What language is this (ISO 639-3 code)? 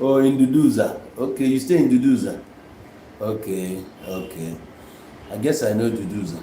ibo